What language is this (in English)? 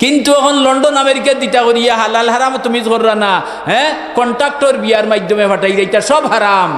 Sylheti